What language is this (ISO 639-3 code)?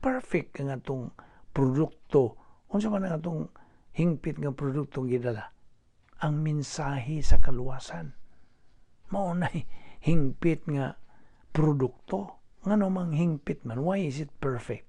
ceb